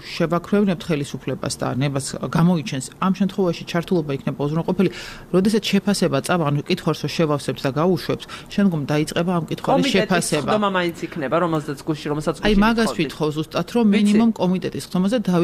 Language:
Georgian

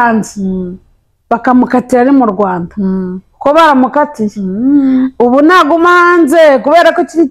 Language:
Kinyarwanda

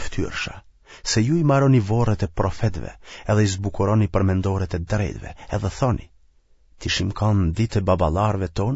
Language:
Albanian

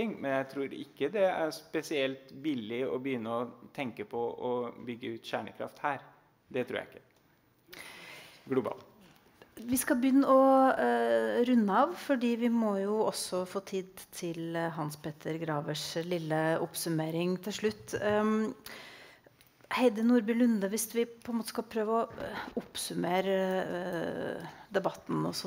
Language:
Norwegian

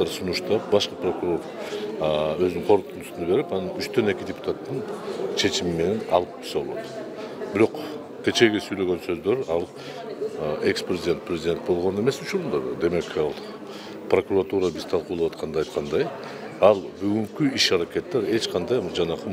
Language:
Kyrgyz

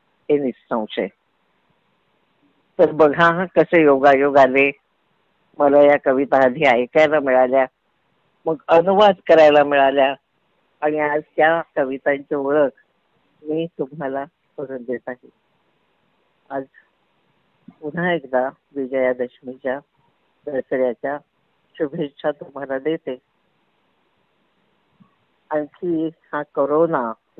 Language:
Marathi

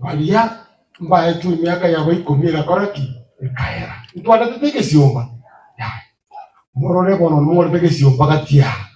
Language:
Gusii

